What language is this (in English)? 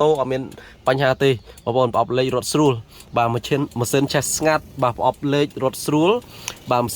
Khmer